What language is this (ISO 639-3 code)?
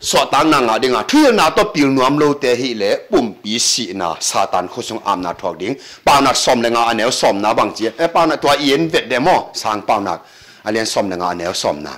ctd